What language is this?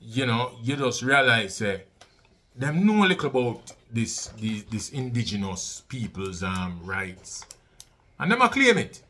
Jamaican Creole English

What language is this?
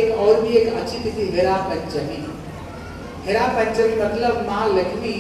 Hindi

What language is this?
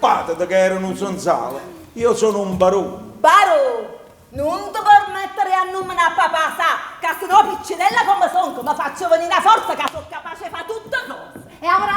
Neapolitan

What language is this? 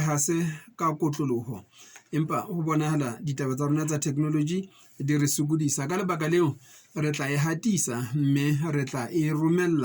Southern Sotho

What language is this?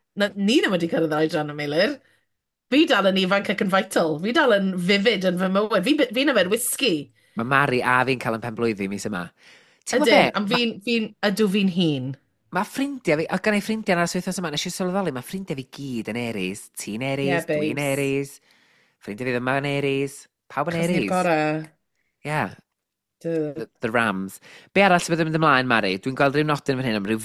Welsh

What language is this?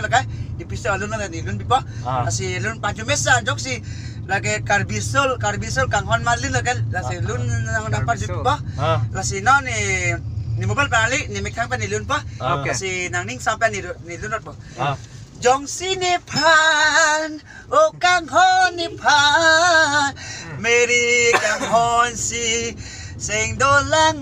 Karbi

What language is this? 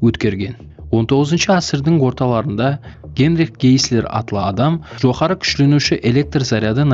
Kara-Kalpak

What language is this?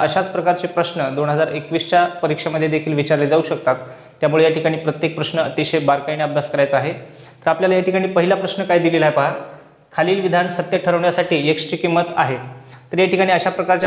Marathi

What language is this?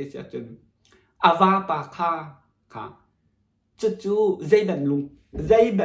Hakha Chin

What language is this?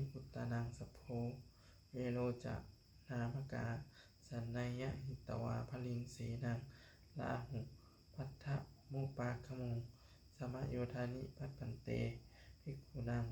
Pali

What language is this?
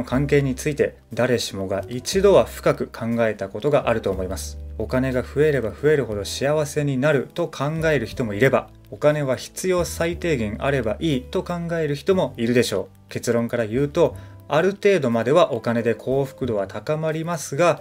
Japanese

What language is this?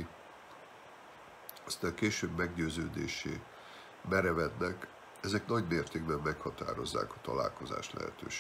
Hungarian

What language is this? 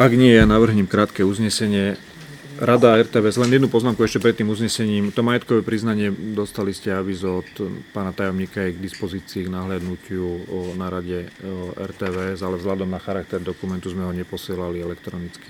Slovak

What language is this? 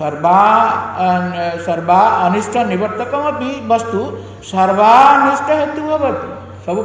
Odia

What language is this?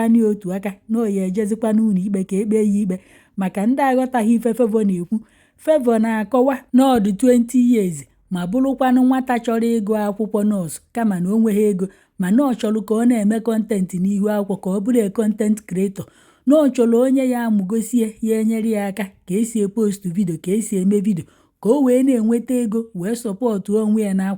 Igbo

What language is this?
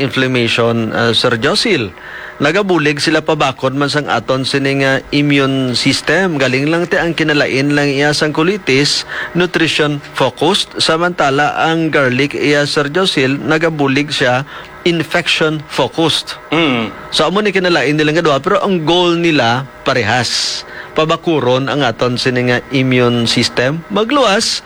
Hiligaynon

